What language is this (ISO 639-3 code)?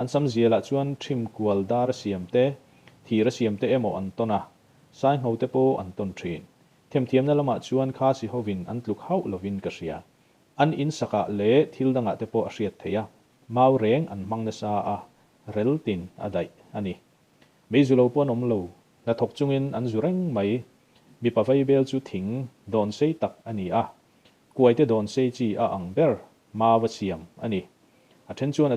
lus